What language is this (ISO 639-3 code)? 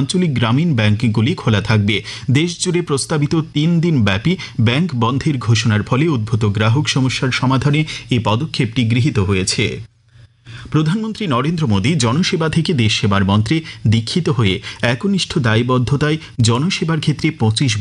ben